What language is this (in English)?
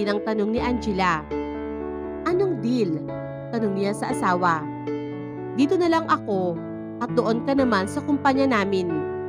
Filipino